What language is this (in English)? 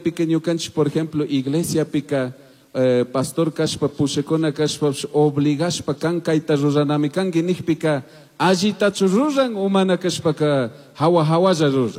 Chimborazo Highland Quichua